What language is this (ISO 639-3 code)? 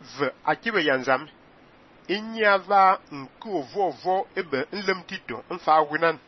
fan